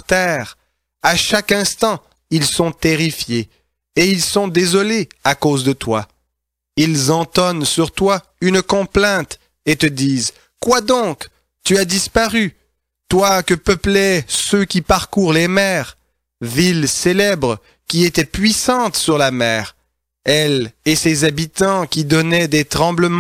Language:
French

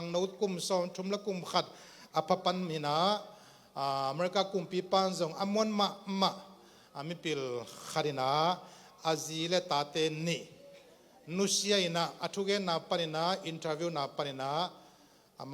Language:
Tedim Chin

